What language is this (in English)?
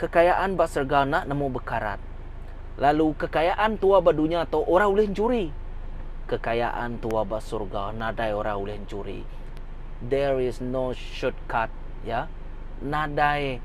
Iban